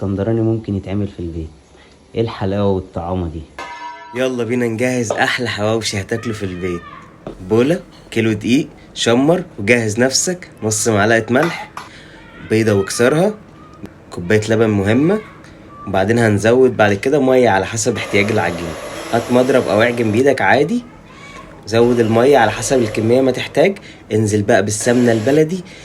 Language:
Egyptian Arabic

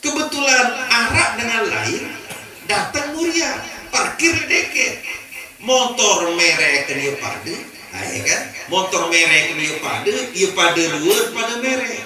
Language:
Sasak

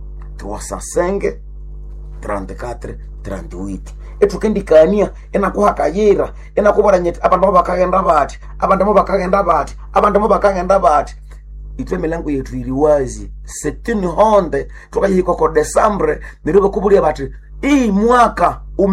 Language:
Nande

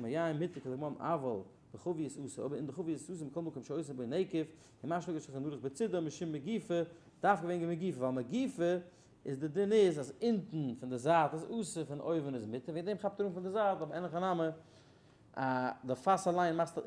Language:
Yiddish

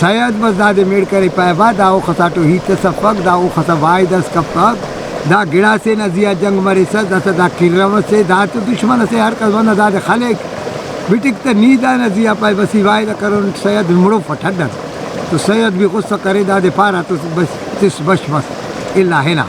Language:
Brahui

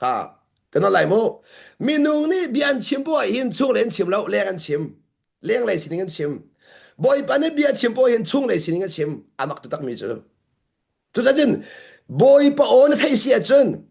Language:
Hakha Chin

